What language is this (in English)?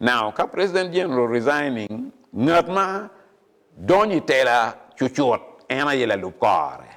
Acoli